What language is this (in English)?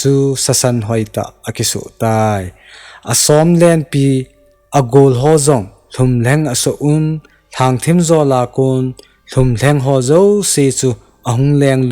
Thado Chin